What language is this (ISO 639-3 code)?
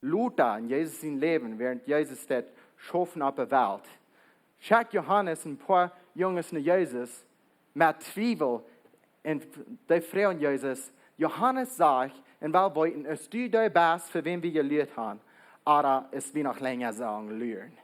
pdt